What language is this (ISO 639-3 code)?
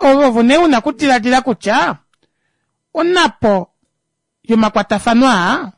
kua